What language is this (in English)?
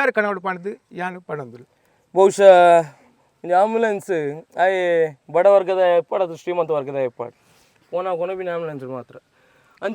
Tulu